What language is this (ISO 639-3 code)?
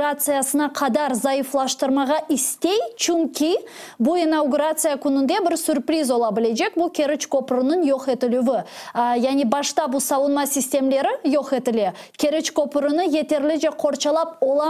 crh